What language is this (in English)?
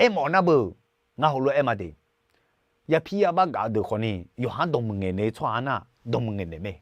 Akha